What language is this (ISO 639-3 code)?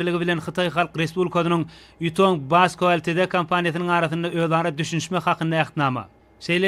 tuk